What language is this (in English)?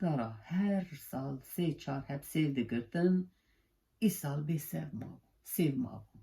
Kurdish